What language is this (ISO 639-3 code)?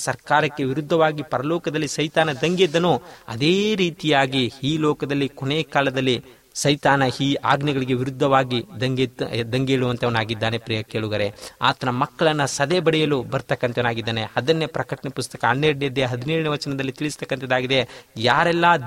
kan